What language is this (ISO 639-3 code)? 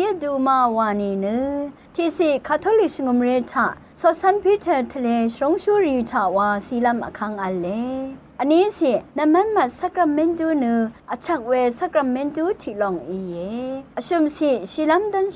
raw